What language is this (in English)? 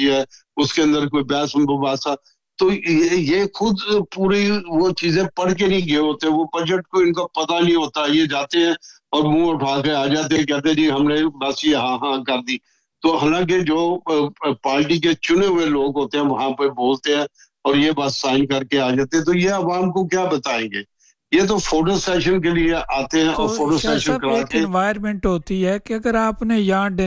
Urdu